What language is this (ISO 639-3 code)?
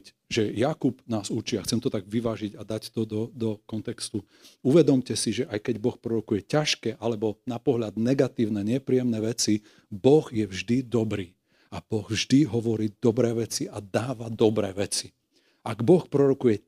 slk